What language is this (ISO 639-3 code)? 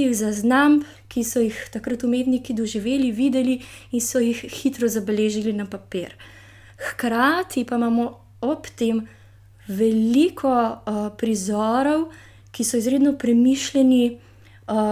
slv